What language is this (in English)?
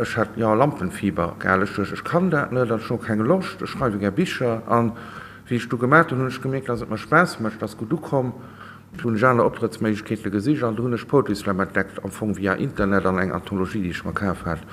Luxembourgish